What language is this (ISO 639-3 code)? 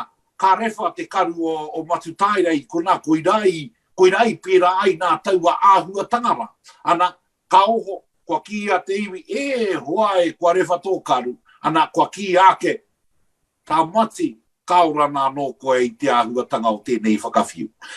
mri